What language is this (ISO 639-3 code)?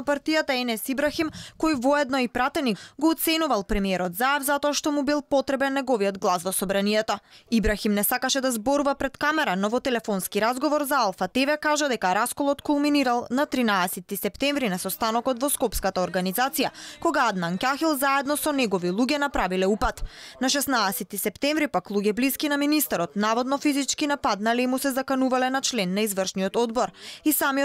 mkd